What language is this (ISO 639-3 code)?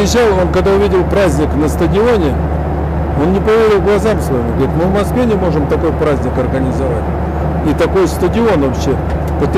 rus